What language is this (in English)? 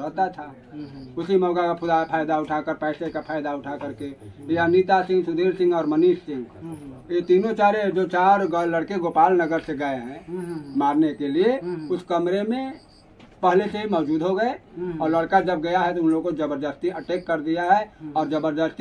Hindi